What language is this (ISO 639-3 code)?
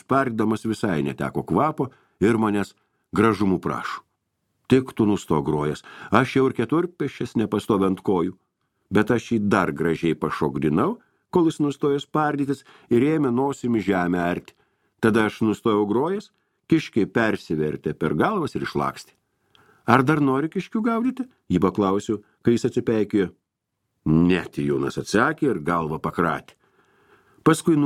lit